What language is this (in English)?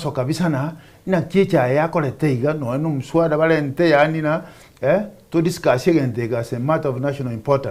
Gusii